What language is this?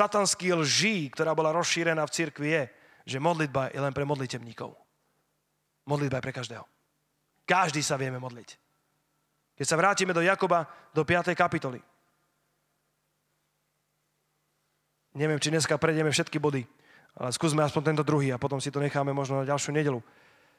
Slovak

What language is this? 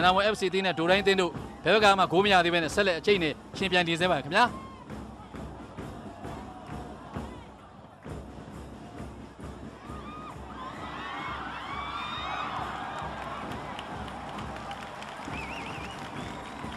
Burmese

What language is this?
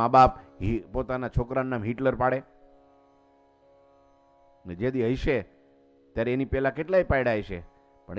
Gujarati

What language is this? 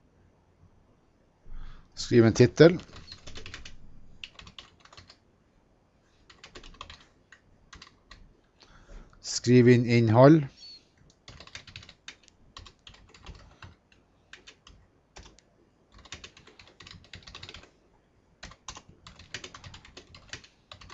Norwegian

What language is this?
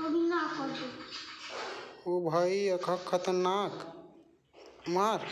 Chhattisgarhi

